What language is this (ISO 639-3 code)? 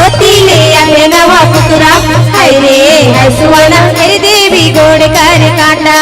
hne